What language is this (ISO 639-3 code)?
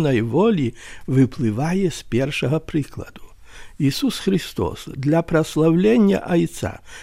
bel